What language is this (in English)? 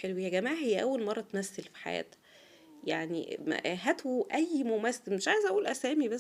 Egyptian Arabic